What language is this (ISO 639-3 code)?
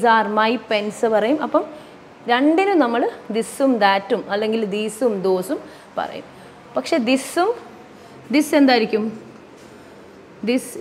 mal